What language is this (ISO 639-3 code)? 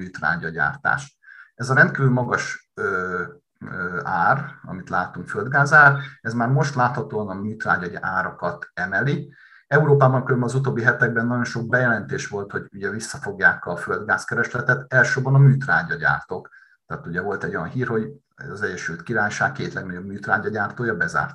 hun